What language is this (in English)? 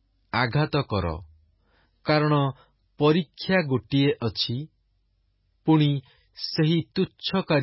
Odia